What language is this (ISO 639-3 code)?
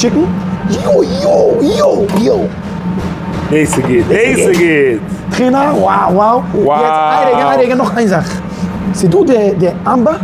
yid